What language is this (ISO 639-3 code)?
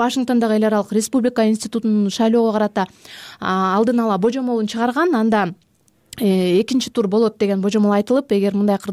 kir